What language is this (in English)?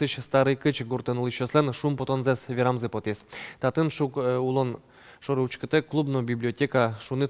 Udmurt